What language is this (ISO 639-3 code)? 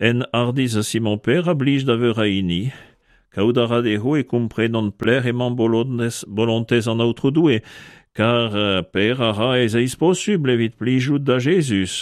bre